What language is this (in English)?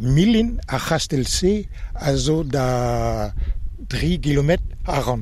Breton